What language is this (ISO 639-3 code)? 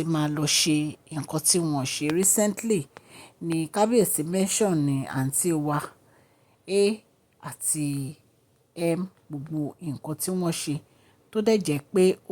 yor